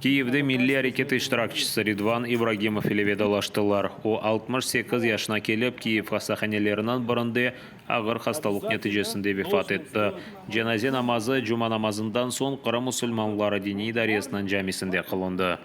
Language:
Crimean Tatar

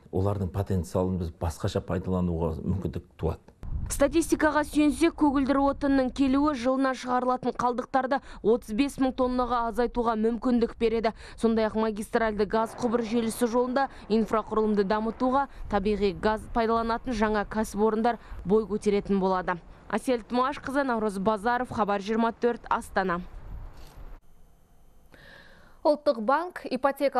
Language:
Kazakh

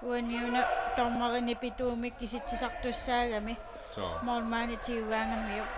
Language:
Kalaallisut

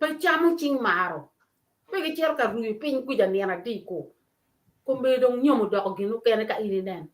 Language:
Acoli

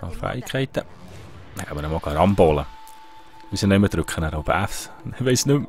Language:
Swiss German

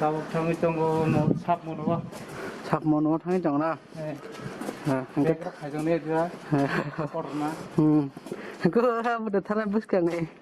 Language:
Kok Borok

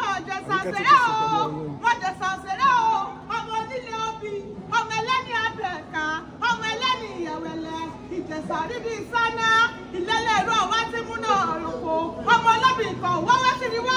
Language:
Yoruba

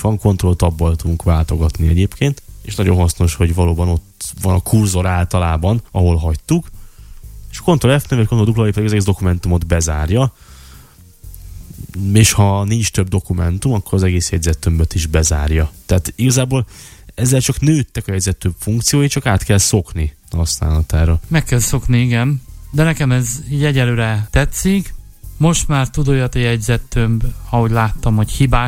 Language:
Hungarian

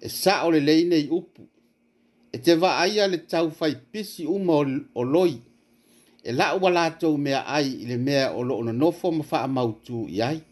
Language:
Samoan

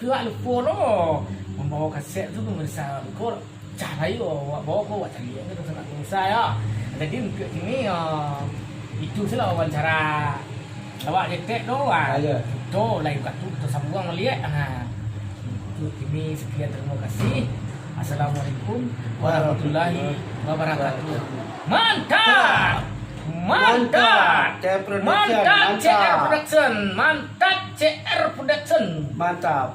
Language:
Minangkabau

